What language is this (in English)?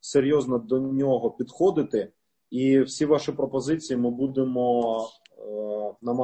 Ukrainian